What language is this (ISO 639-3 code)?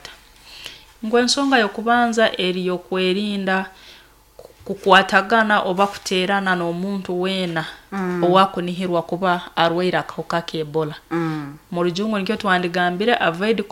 nyo